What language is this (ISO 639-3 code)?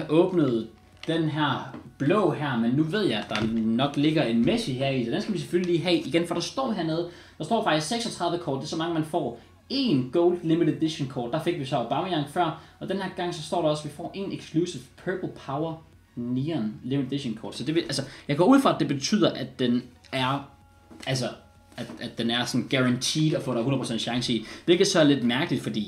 dan